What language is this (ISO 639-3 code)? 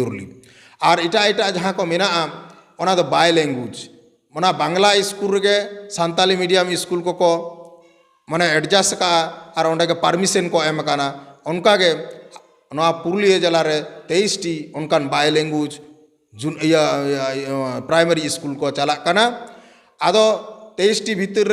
sat